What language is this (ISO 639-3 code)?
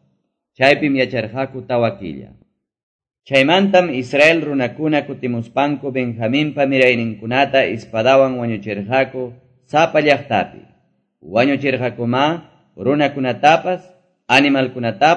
que